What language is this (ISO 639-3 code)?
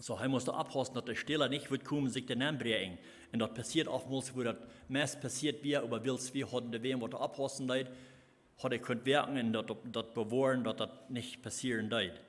pdt